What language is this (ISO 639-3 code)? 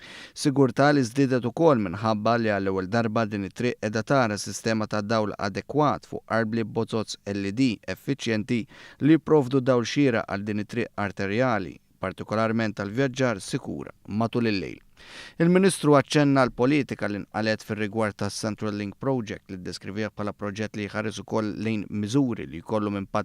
mlt